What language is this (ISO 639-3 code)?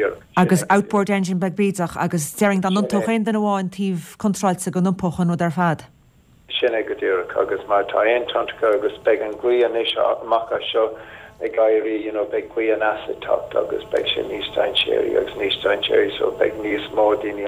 gle